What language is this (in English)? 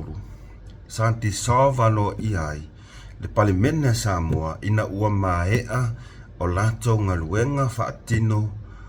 Samoan